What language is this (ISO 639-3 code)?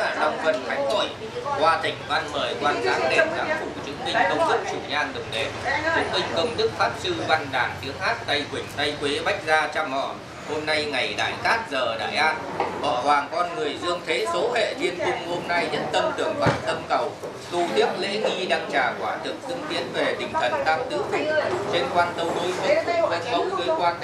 vie